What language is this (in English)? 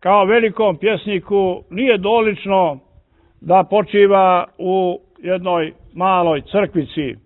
Serbian